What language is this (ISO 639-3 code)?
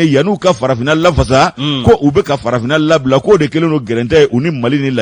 bam